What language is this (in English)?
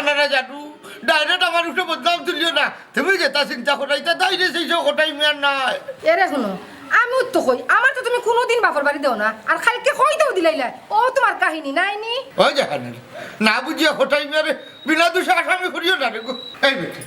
Sylheti